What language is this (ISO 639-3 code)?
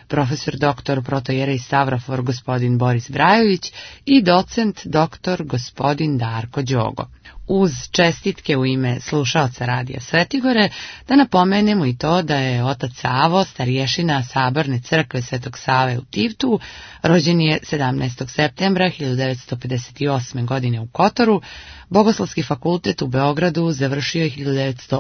srp